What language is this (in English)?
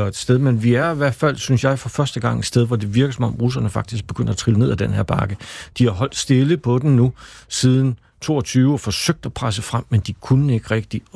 Danish